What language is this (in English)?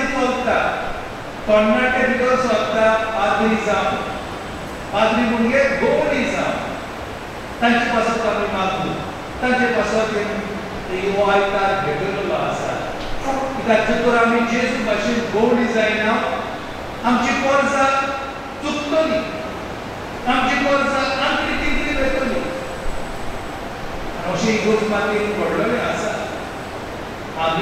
Konkani